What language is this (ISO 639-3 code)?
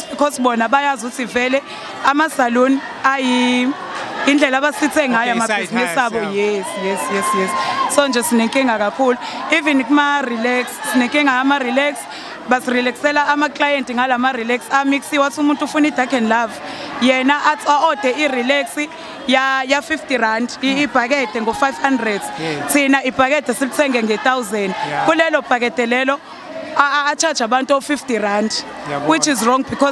zul